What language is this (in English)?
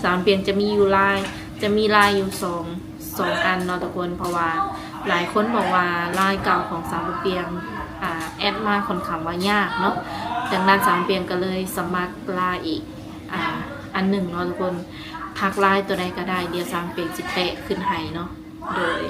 Lao